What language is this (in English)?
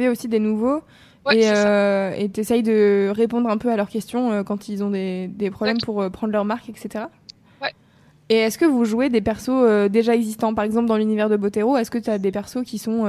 French